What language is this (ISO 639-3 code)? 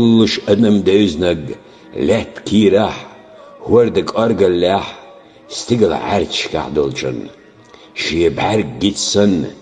che